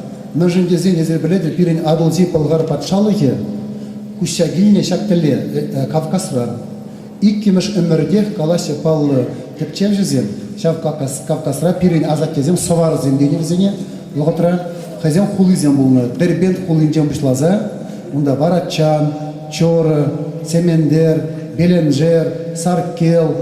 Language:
Chuvash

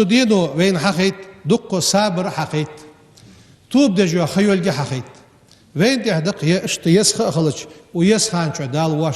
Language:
Ingush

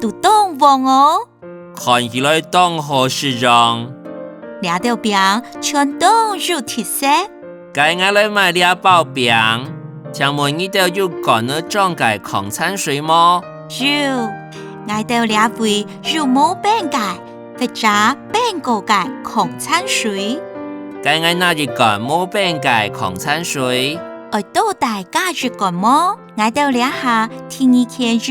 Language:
Hakka Chinese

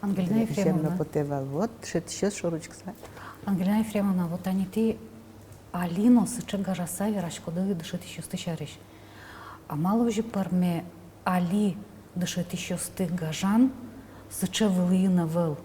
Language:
Udmurt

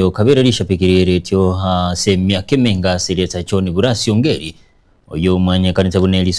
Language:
Gusii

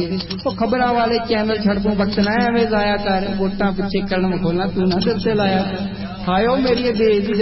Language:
Punjabi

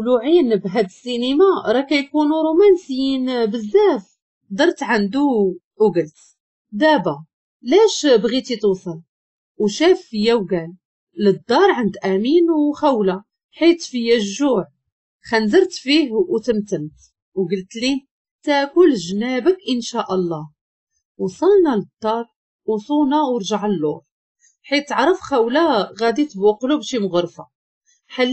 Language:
Moroccan Arabic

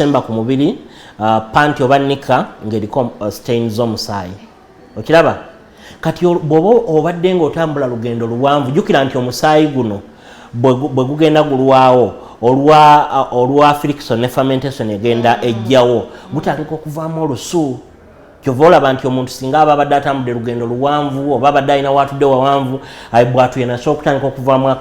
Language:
Ganda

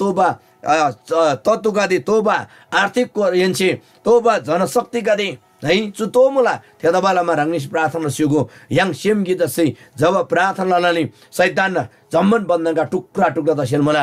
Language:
Eastern Tamang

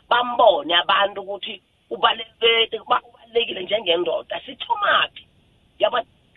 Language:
South Ndebele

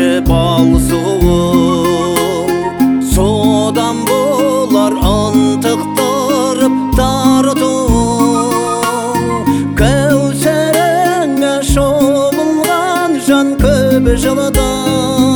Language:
Kazakh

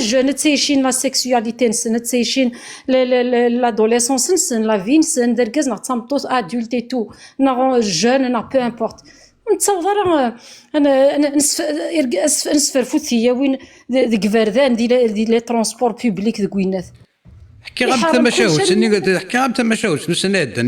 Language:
Kabyle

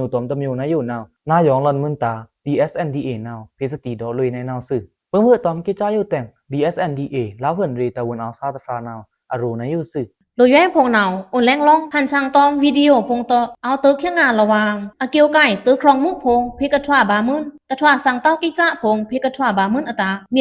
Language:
Pa'o Karen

